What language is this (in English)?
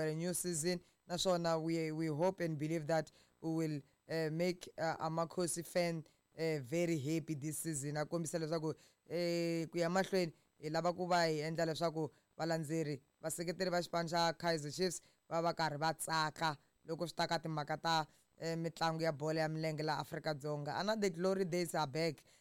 Tsonga